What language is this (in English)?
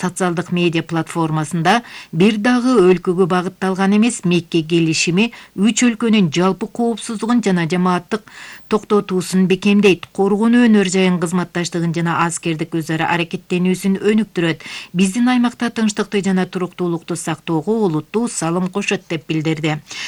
Kyrgyz